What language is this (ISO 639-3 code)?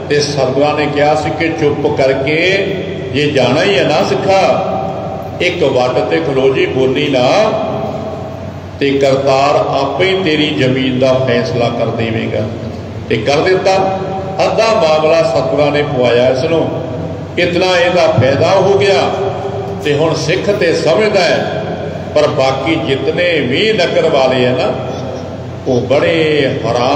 pan